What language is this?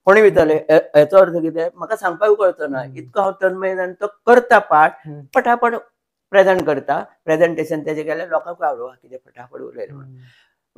Konkani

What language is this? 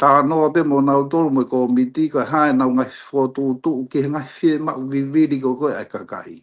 Tongan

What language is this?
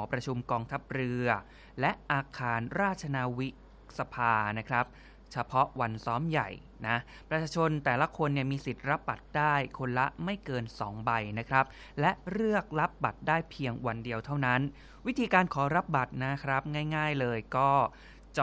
Thai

